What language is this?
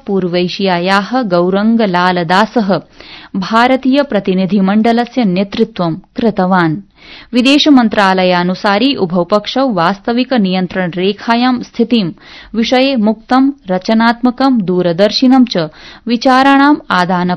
Sanskrit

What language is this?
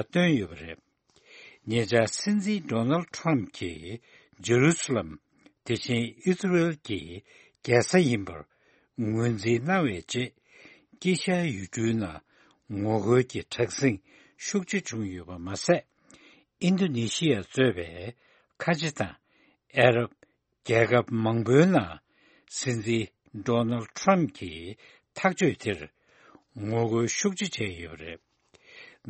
Tibetan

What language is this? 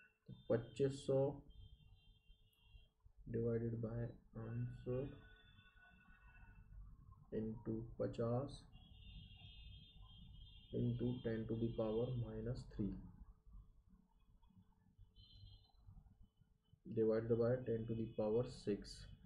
Hindi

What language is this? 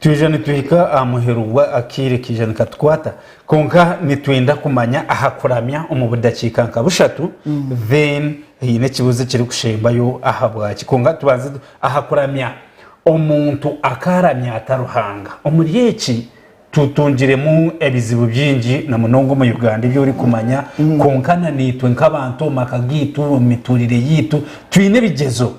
Nyankole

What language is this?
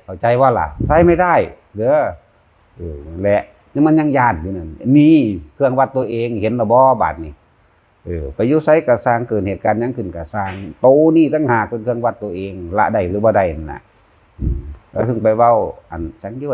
Northeastern Thai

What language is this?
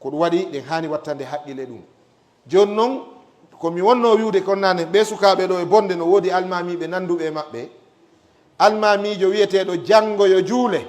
Fula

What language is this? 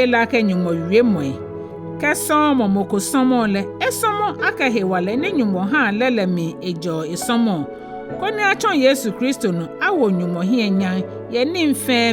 Ga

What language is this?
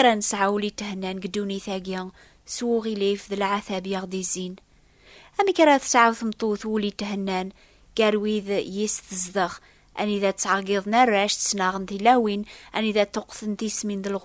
Kabyle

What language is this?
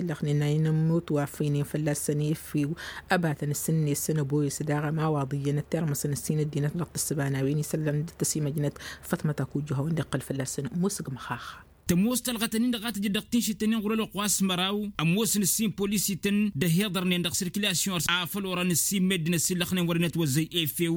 Tamasheq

